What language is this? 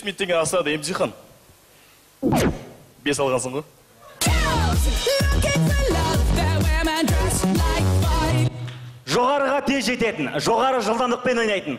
Kazakh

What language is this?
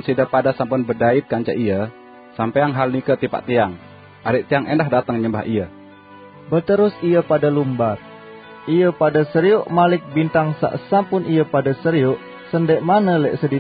Sasak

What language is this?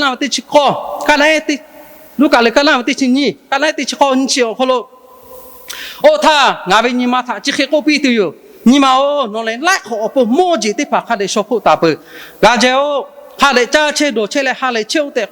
Lahu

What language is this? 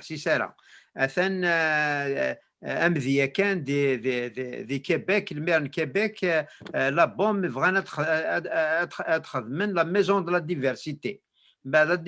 Kabyle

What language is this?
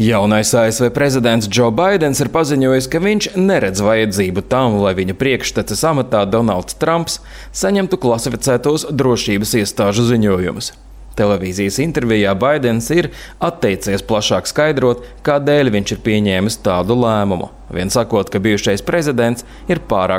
Latvian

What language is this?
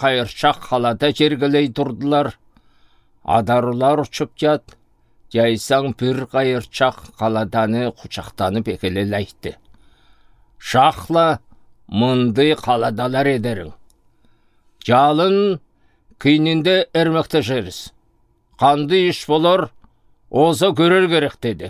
Southern Altai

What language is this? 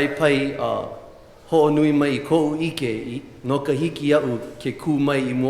Hawaiian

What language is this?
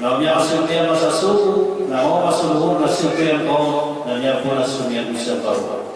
Maranao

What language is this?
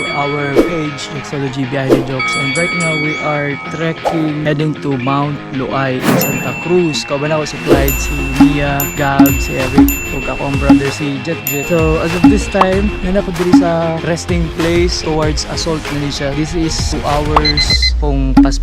Cebuano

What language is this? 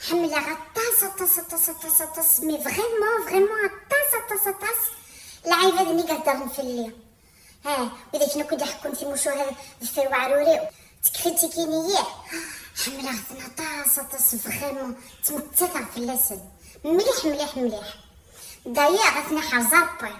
Kabyle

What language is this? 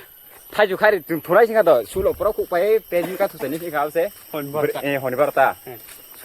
Kok Borok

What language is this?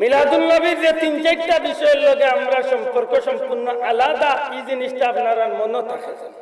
Sylheti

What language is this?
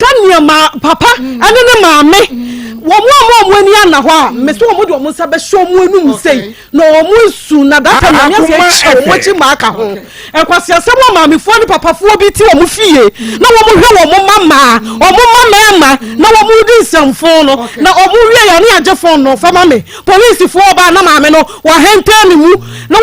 Akan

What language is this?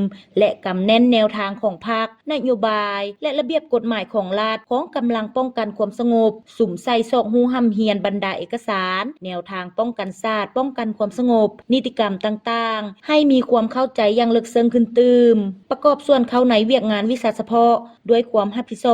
Lao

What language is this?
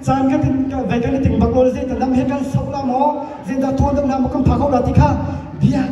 Hakha Chin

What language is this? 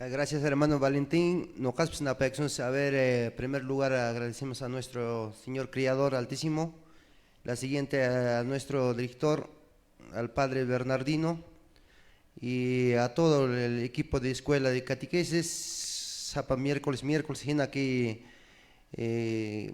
Quechua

